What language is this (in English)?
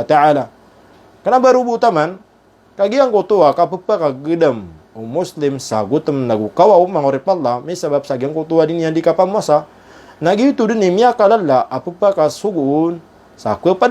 Maranao